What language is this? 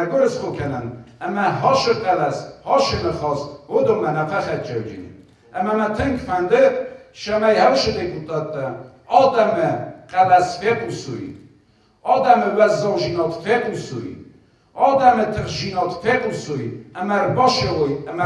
Ossetic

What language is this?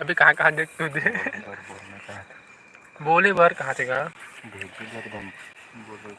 Chhattisgarhi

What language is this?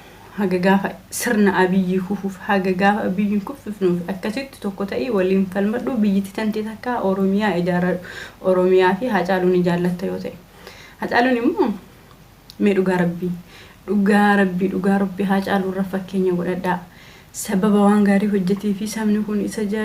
Oromo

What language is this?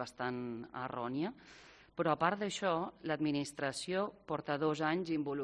Catalan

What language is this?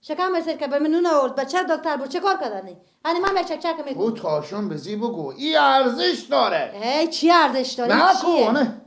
Persian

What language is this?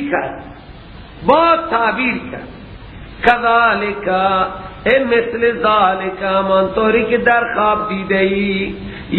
Persian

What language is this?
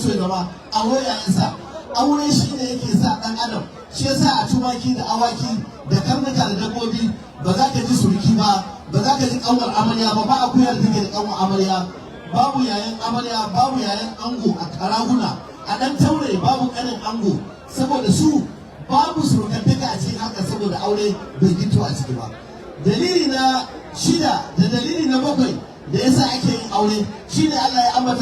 Hausa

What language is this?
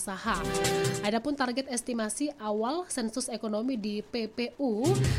Indonesian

